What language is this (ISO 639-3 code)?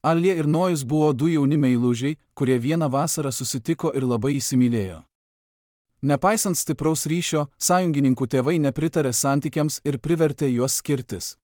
lit